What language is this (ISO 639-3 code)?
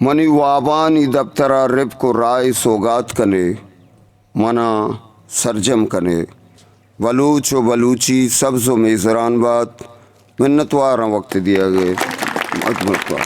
bgp